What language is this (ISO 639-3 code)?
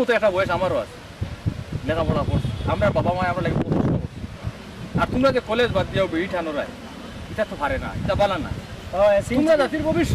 syl